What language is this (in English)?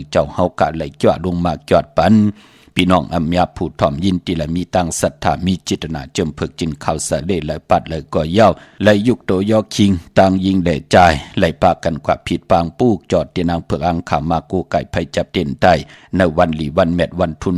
Shan